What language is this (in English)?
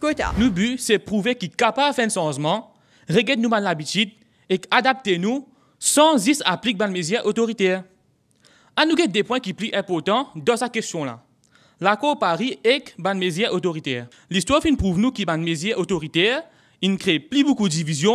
Morisyen